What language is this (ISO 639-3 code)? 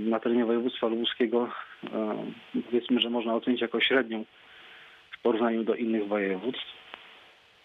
pol